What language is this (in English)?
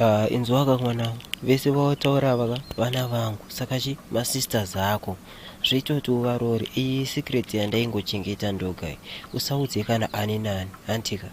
Shona